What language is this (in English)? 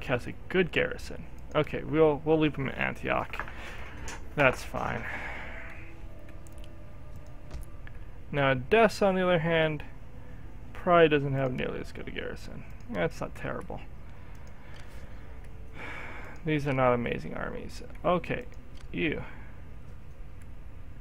English